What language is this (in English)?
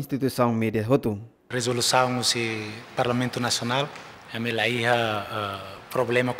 Tetum